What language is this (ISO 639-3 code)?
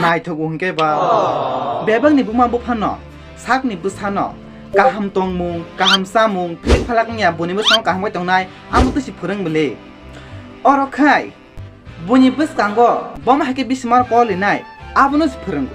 trp